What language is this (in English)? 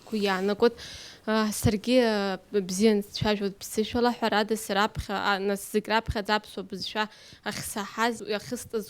Abkhazian